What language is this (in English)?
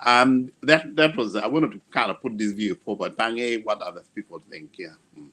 Acoli